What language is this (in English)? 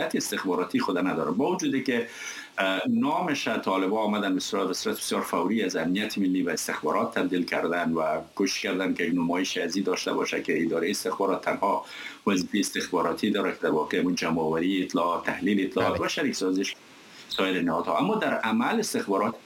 Persian